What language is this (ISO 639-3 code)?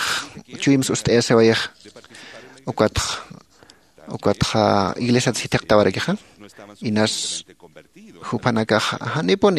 aym